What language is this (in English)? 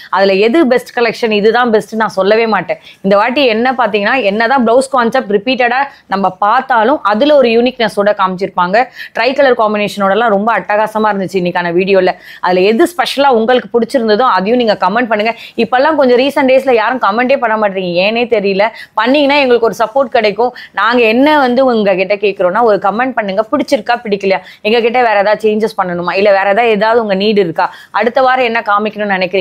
Tamil